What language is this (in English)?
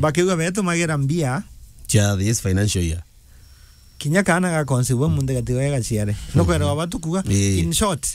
Meru